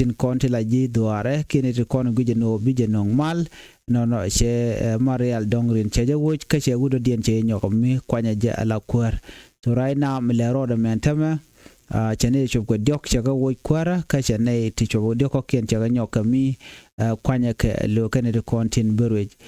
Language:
Nuer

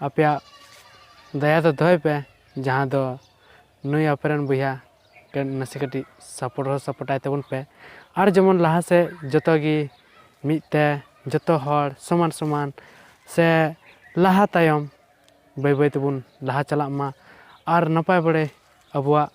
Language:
Santali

